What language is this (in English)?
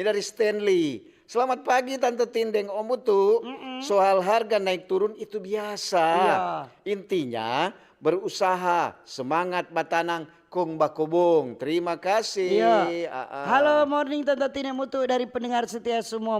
Manado Malay